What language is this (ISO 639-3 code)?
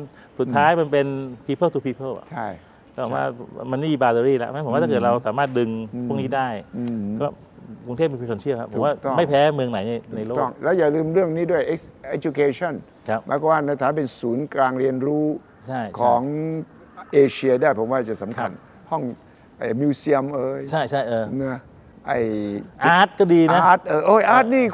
tha